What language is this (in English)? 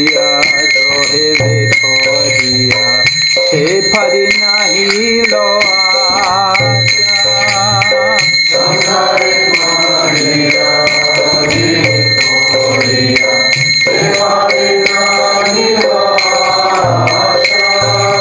Russian